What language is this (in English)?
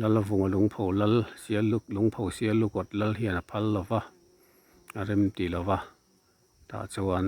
Mizo